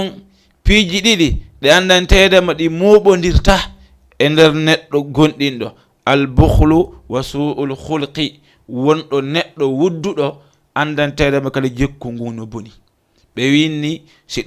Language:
Fula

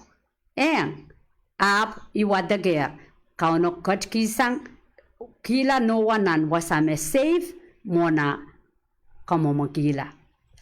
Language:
Pohnpeian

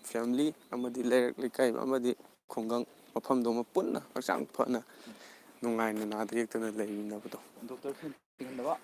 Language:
Manipuri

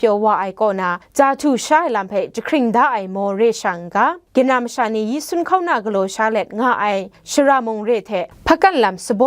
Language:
Kachin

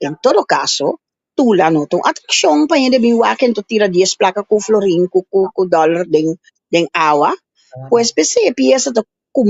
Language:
Papiamento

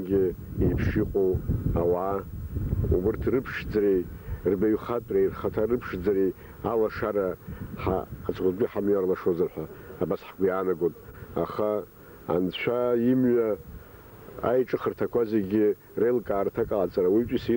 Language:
Abkhazian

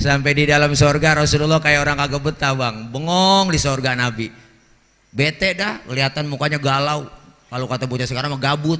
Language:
Betawi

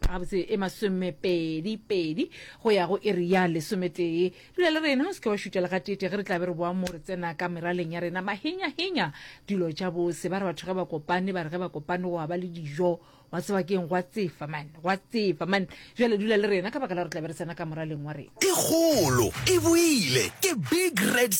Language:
Northern Sotho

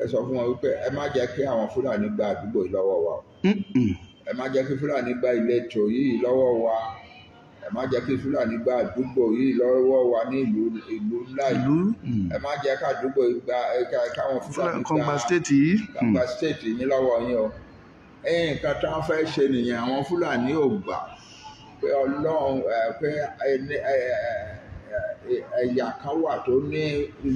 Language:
Yoruba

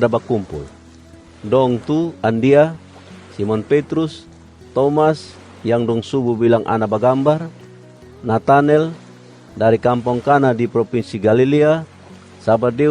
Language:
Kupang Malay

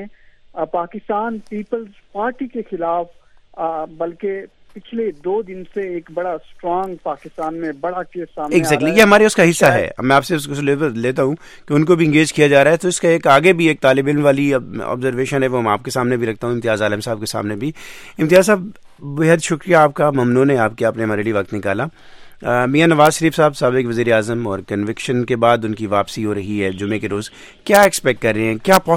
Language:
Urdu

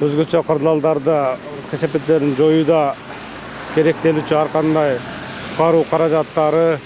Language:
Kyrgyz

